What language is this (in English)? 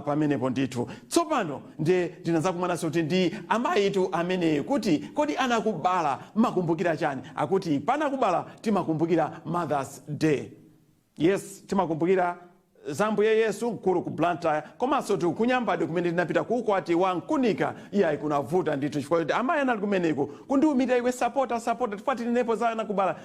Nyanja